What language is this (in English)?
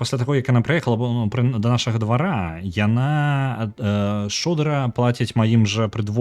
Belarusian